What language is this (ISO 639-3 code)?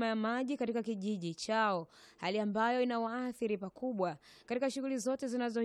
swa